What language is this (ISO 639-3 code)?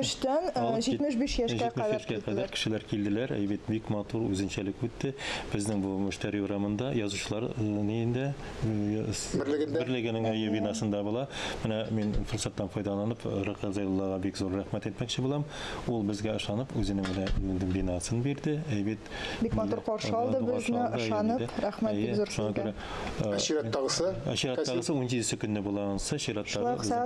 tat